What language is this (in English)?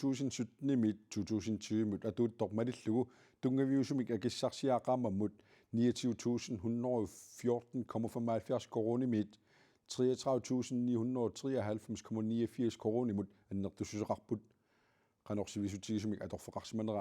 Kalaallisut